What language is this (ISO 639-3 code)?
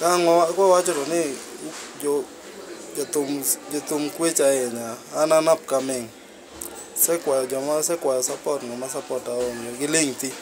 luo